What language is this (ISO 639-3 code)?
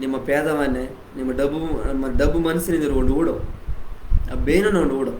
kff